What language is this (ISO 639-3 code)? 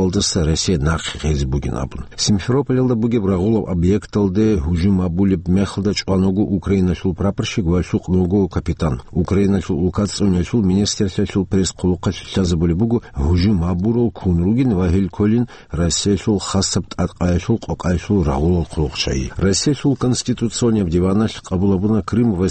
ava